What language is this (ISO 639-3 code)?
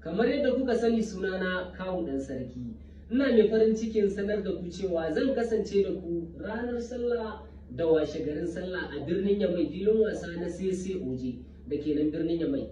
hau